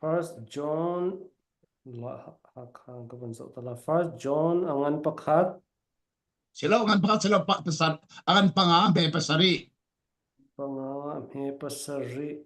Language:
Falam Chin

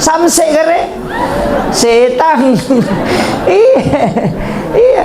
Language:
Buginese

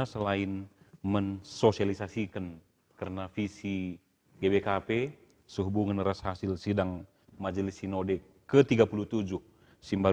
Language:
Batak Karo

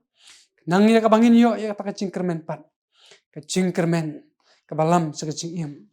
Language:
Khasi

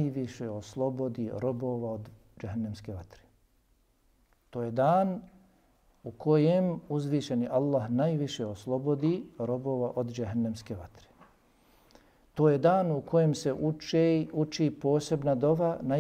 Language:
Bosnian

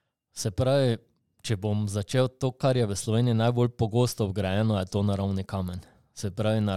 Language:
Slovenian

